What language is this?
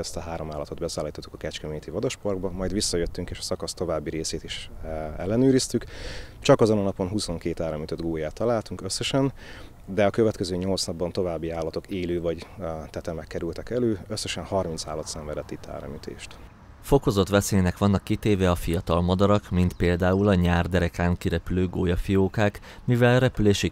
Hungarian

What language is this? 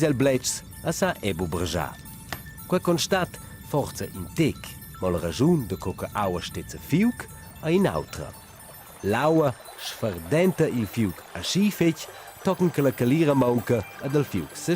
Romansh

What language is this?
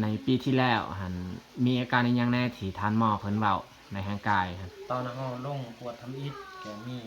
Lao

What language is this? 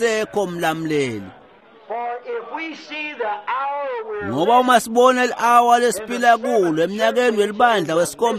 Swati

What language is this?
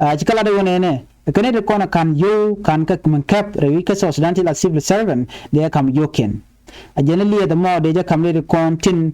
Nuer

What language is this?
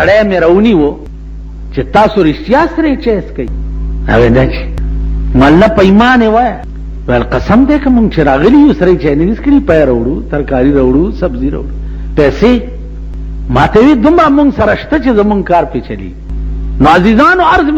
Pashto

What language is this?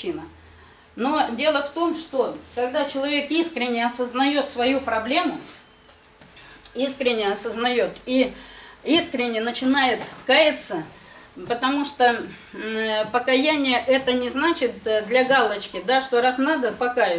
Russian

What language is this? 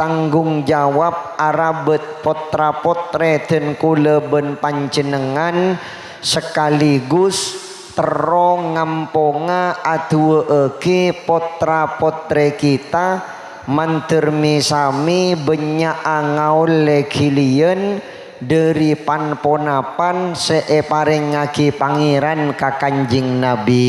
Madurese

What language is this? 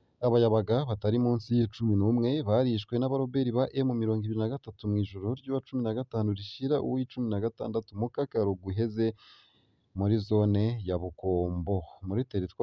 Rundi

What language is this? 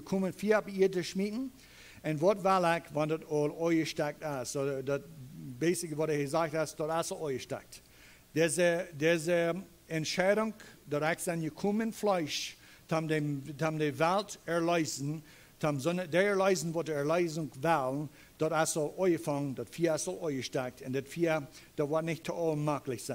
Plautdietsch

